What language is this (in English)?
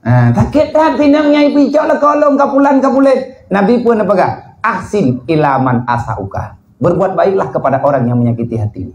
Achinese